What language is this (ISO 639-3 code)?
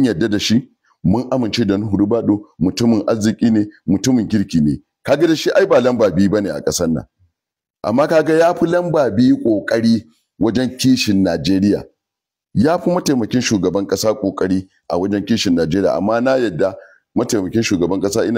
hau